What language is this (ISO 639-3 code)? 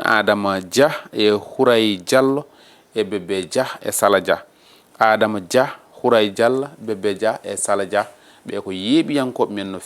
ful